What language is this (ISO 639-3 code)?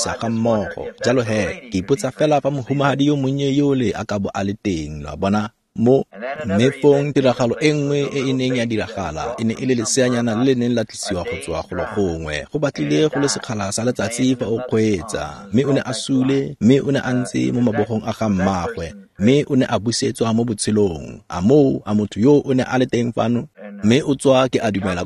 tsn